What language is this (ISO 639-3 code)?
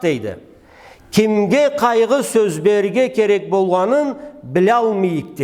krc